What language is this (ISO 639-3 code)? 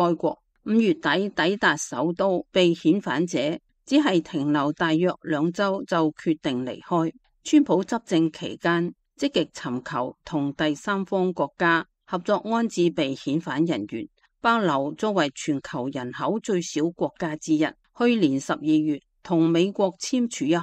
yue